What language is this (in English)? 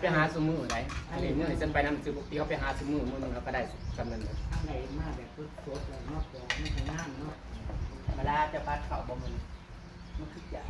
Northeastern Thai